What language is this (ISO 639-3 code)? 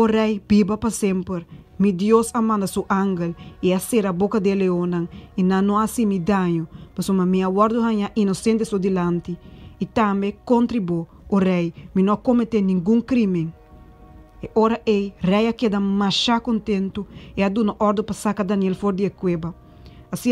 pap